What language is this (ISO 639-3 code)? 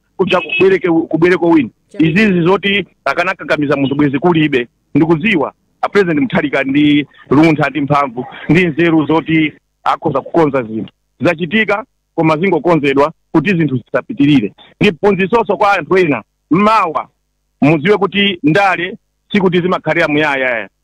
nya